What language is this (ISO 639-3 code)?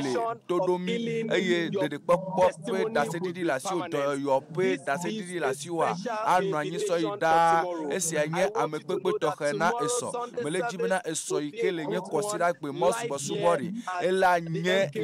ewe